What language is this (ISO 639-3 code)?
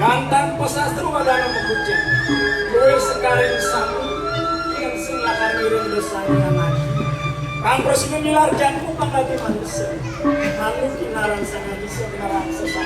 ban